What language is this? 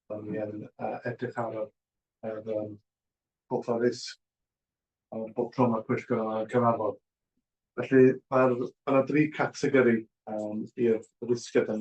Welsh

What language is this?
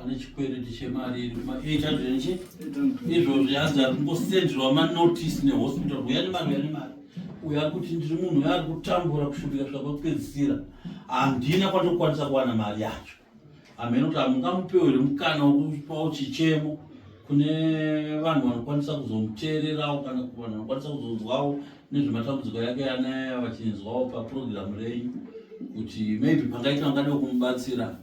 Shona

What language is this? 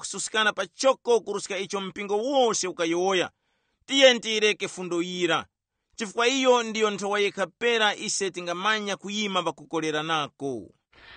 Tumbuka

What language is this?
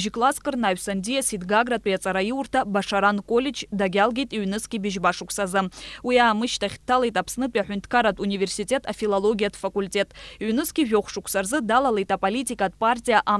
Abkhazian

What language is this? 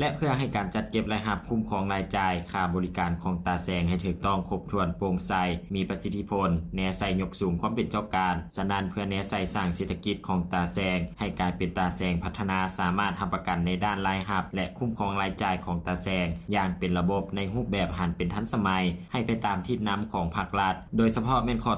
Lao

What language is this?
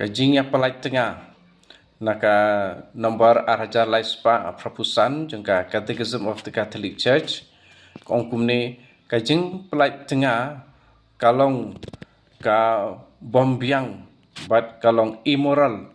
Khasi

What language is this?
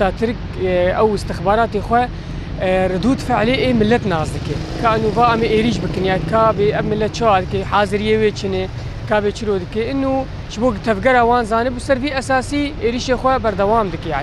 Kurdish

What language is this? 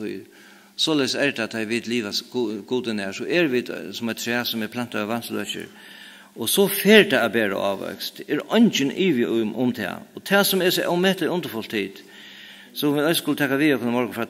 Faroese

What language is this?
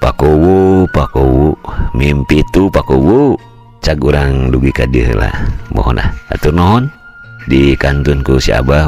Sundanese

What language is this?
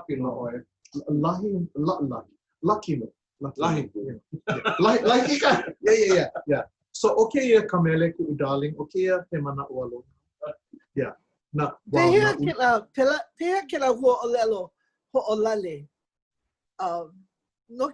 Hawaiian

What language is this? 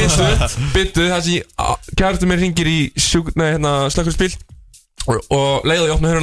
Icelandic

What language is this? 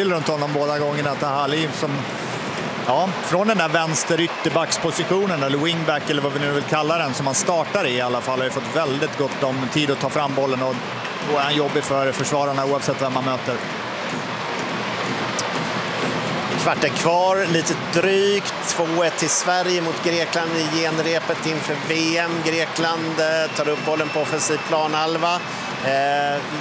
Swedish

